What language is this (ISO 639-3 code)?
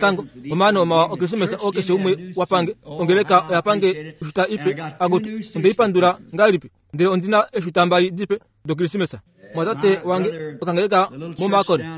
kua